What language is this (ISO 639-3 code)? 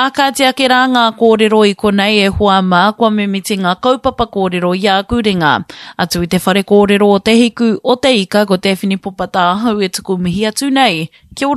mri